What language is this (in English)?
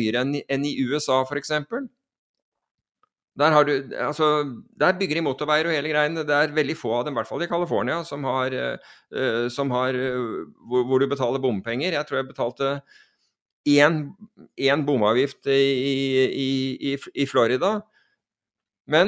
Norwegian